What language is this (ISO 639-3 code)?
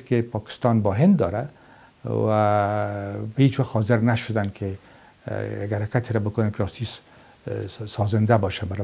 fas